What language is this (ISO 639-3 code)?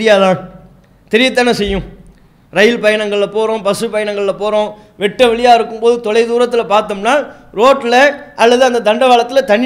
tam